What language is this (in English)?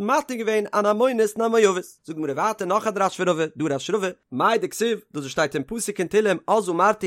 Yiddish